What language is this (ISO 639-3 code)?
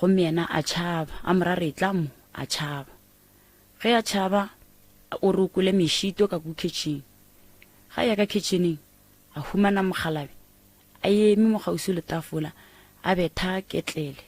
nso